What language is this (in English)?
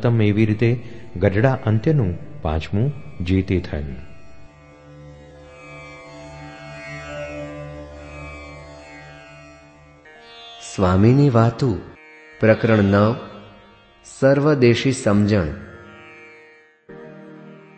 Gujarati